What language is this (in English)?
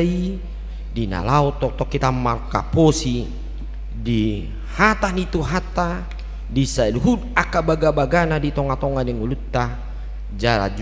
Batak Toba